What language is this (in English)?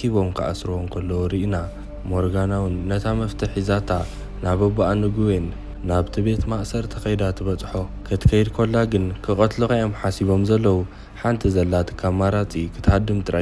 Tigrinya